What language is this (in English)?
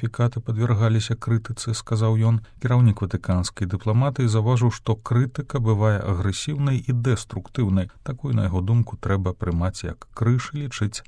Belarusian